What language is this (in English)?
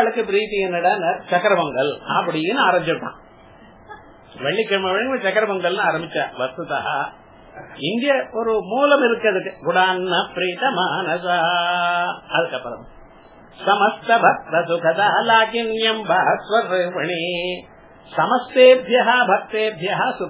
Tamil